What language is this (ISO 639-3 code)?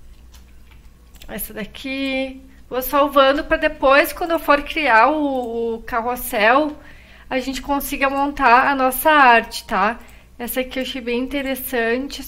por